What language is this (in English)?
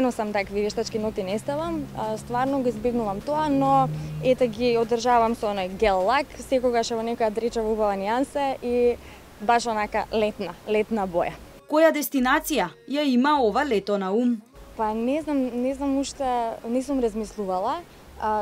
Macedonian